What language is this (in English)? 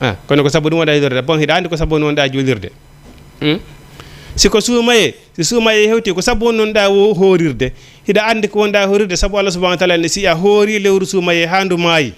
Fula